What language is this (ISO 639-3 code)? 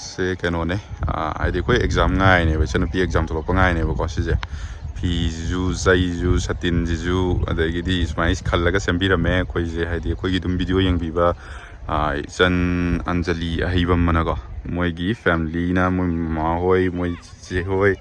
mni